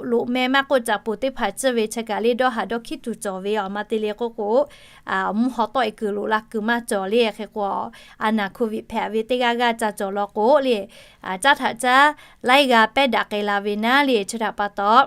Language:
Lahu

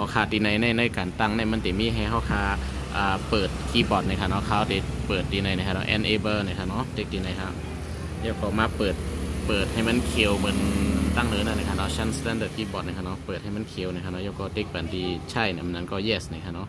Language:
Shan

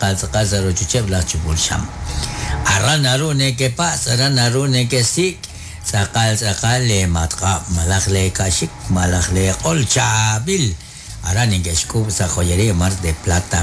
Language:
Kekchí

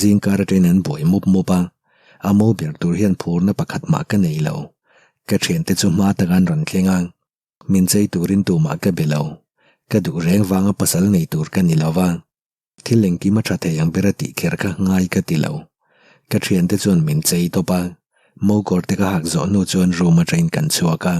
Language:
Mizo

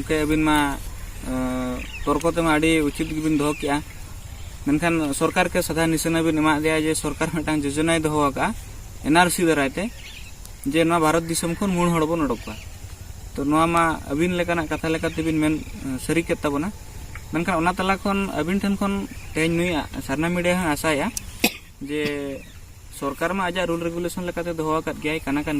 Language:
Santali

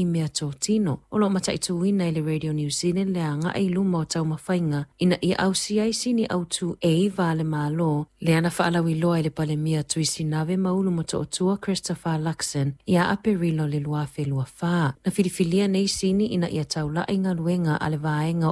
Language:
Samoan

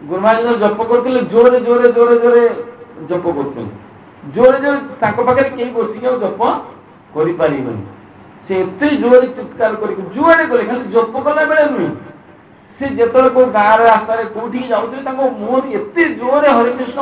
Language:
Odia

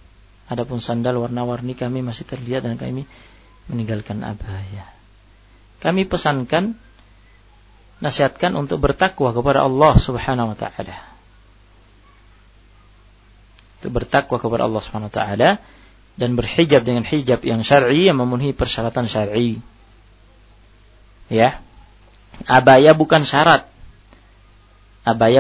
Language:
Indonesian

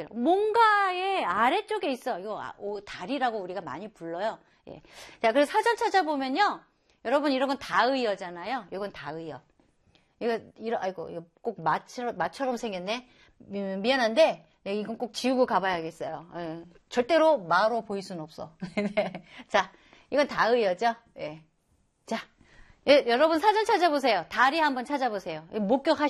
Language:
Korean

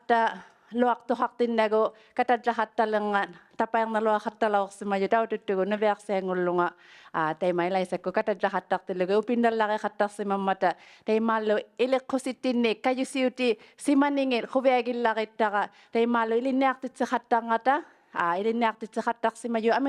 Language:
Inuktitut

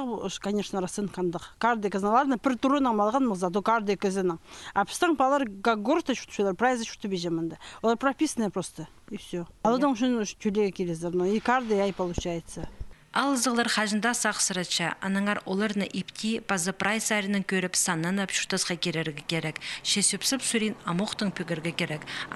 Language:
Khakas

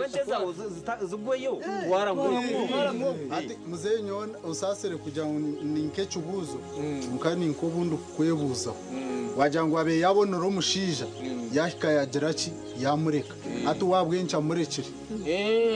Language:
Nyankole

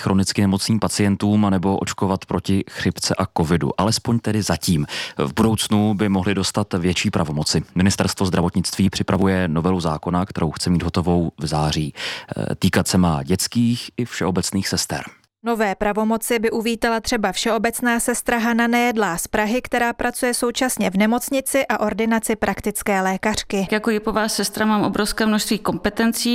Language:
Czech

